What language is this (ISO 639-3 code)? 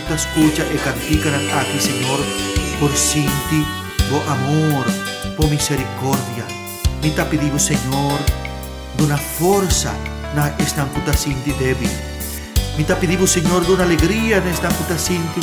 pap